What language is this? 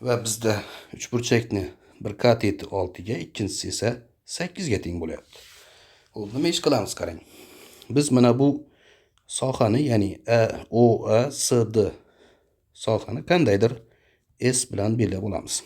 Uzbek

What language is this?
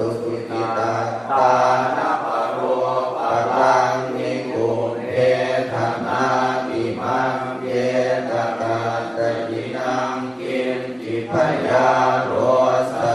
Pali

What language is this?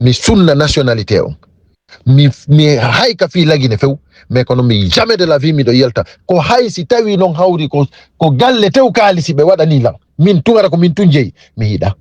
Fula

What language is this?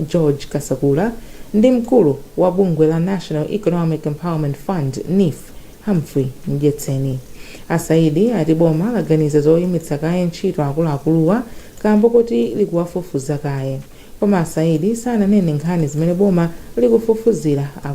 Nyanja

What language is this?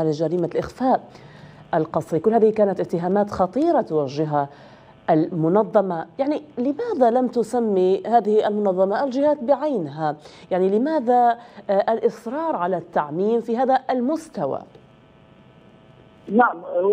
Arabic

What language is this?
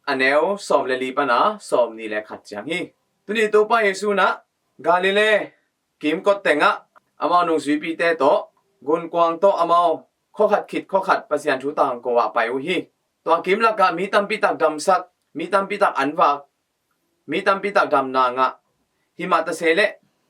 Tedim Chin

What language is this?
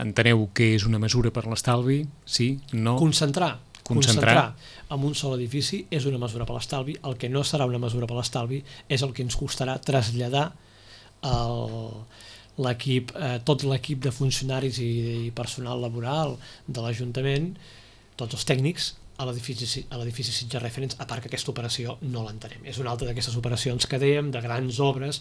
Catalan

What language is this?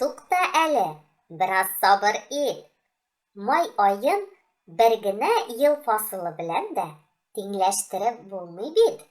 Tatar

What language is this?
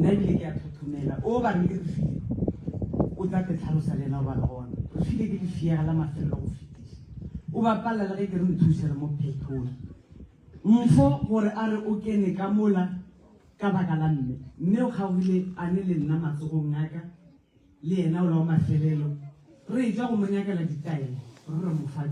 Northern Sotho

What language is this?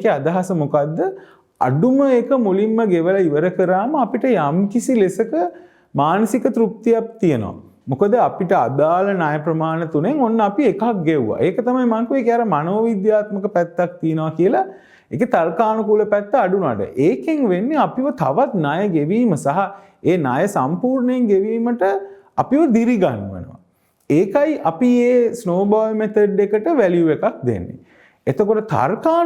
Sinhala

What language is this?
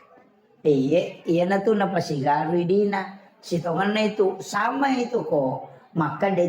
Buginese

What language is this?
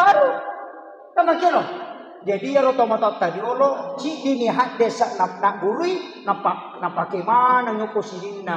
Buginese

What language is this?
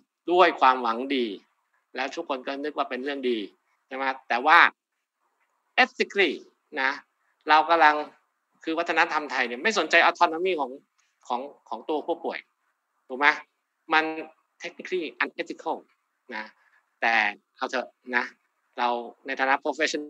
Thai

